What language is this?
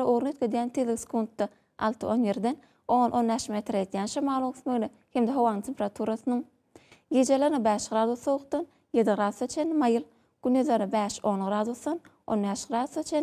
Turkmen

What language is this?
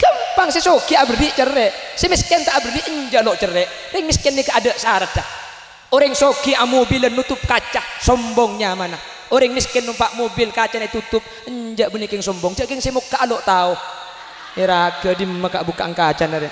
Madurese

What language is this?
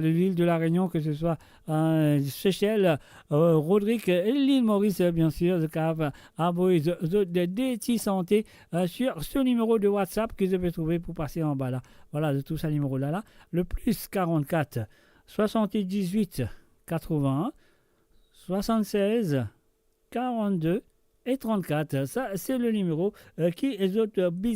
Morisyen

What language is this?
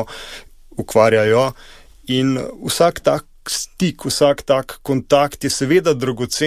Slovenian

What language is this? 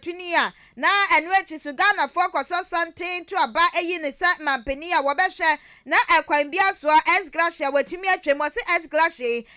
Akan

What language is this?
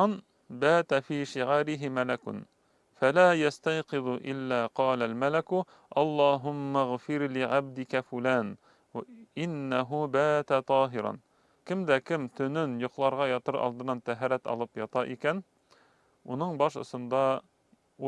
Bashkir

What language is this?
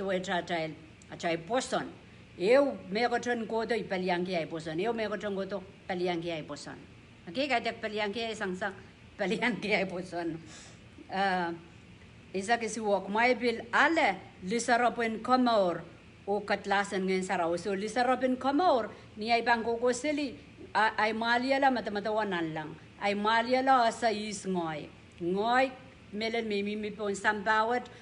Pohnpeian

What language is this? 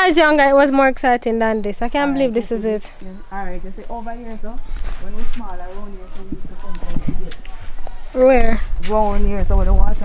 Jamaican Creole English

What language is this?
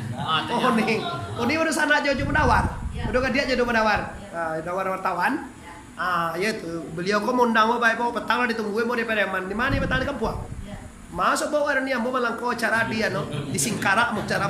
Minangkabau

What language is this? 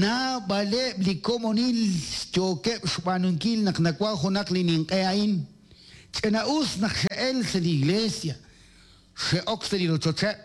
Kekchí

